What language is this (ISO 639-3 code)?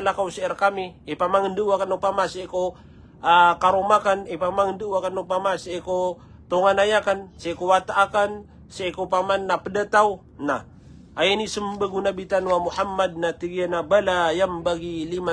mrw